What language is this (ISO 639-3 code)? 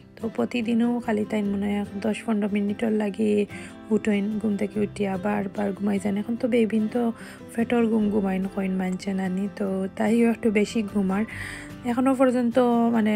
syl